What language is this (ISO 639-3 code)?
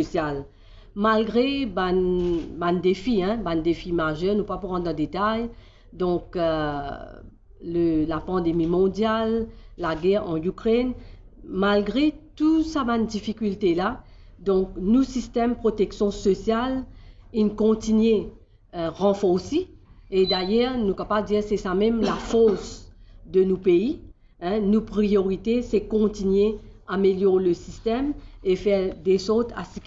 mfe